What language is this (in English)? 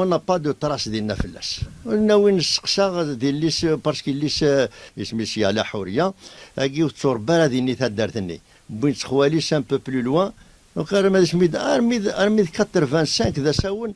Kabyle